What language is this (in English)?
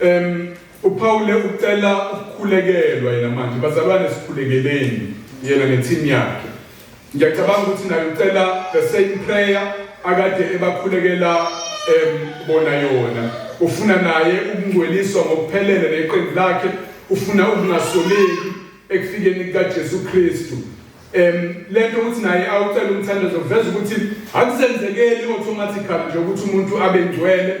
Zulu